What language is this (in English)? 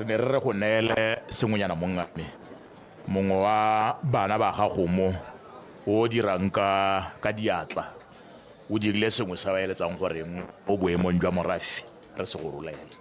Tswana